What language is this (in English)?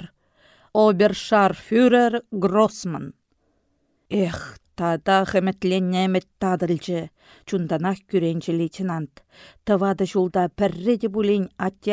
Chuvash